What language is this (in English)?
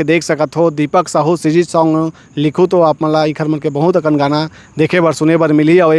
Chhattisgarhi